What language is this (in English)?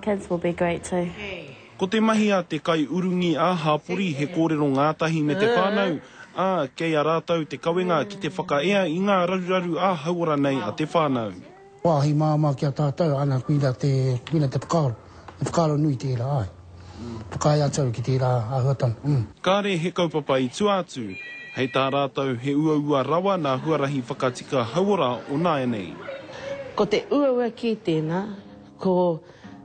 Māori